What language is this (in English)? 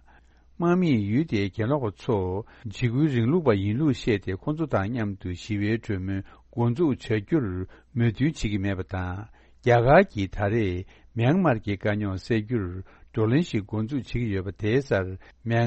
Tibetan